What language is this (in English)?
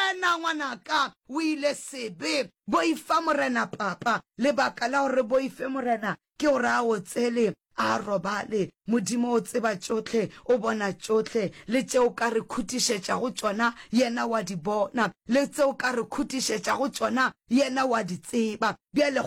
Northern Sotho